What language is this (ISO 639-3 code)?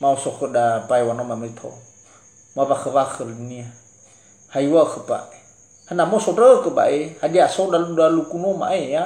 nia